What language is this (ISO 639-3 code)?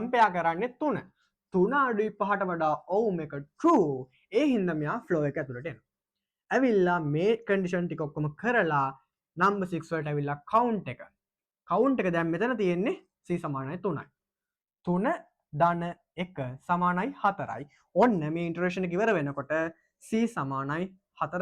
sin